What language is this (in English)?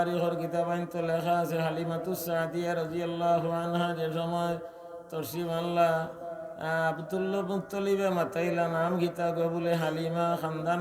Sylheti